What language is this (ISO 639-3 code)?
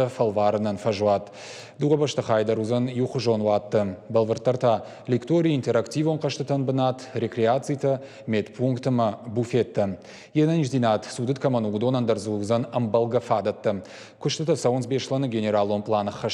oss